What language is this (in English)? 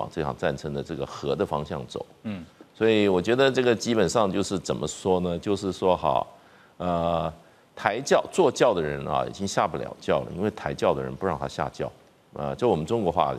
Chinese